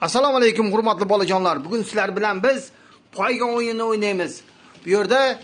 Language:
Uzbek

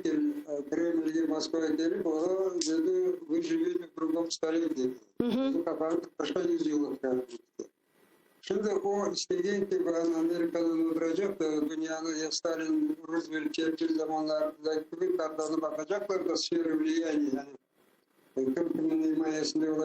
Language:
Crimean Tatar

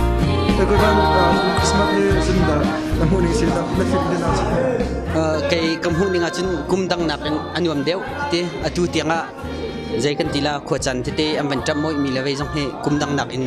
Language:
Hakha Chin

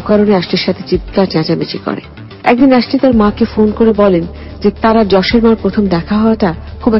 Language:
Bangla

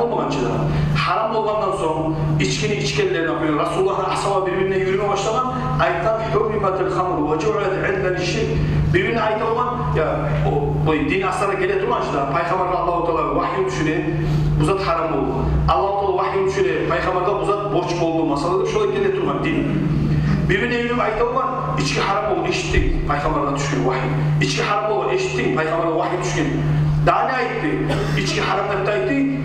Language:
Kumyk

